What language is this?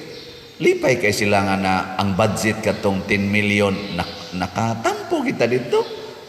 Cebuano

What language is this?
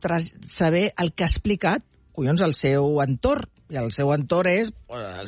Catalan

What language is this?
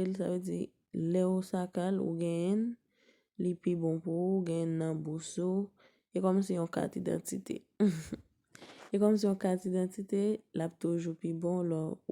Haitian Creole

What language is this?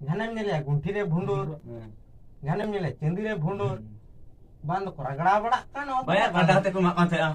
Santali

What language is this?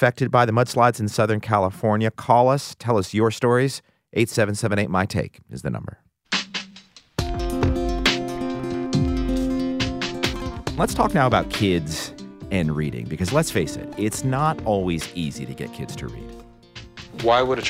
English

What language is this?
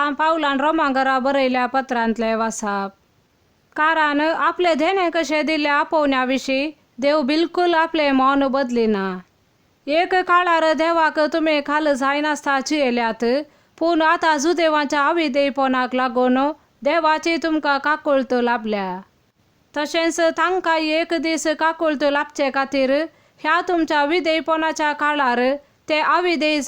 Konkani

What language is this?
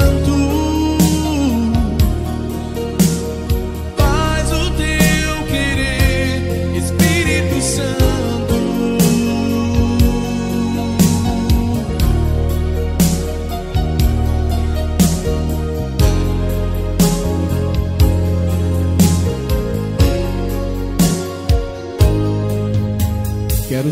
Portuguese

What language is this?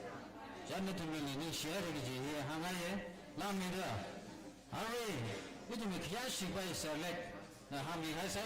Tangkhul Naga (India)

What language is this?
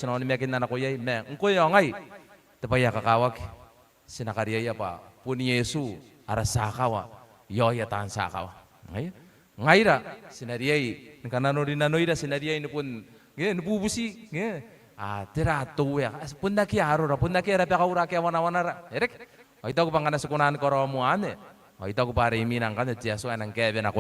Gilbertese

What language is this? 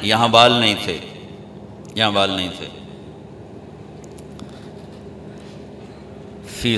Urdu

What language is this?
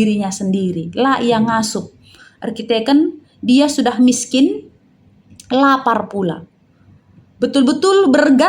Batak Karo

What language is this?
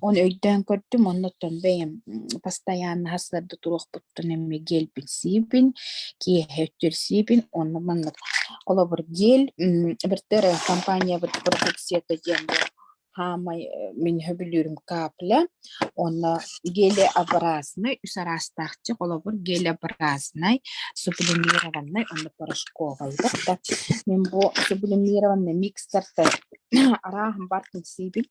Yakut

